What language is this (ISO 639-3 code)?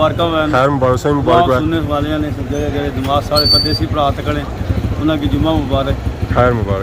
phr